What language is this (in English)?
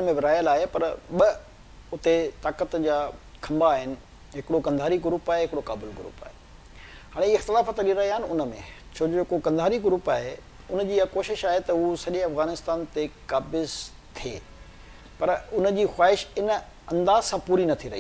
Sindhi